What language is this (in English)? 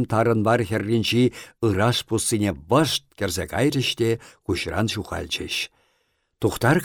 Chuvash